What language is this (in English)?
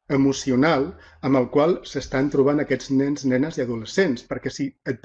Catalan